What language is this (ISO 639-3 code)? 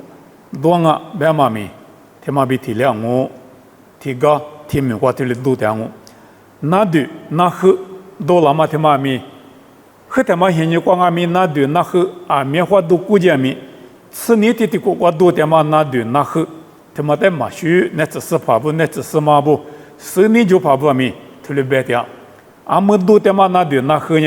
lis